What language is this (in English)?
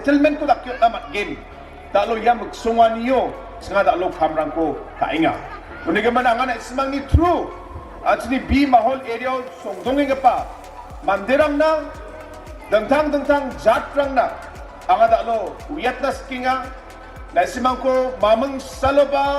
Garo